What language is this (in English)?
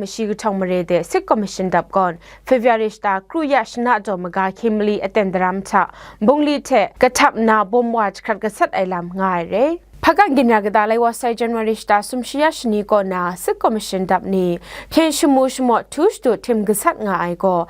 Kachin